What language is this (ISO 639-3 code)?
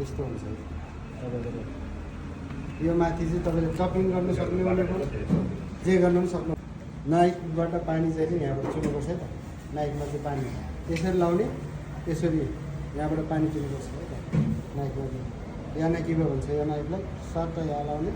nep